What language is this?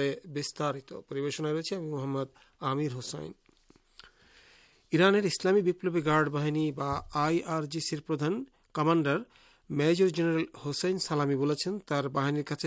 Bangla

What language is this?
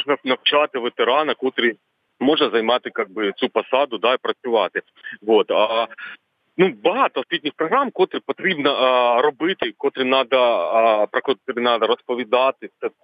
Ukrainian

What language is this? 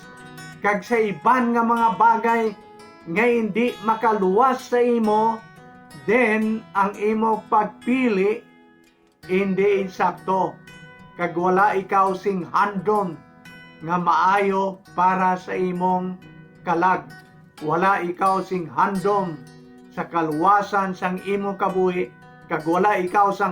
Hiligaynon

